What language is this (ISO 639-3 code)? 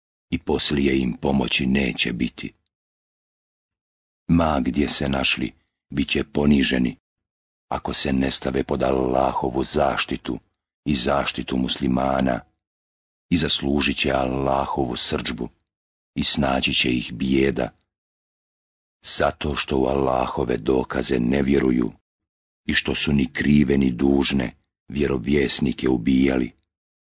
bos